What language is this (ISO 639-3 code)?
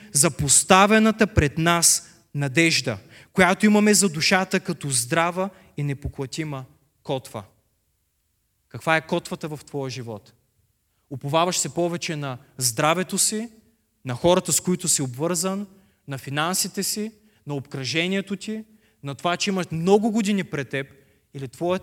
bul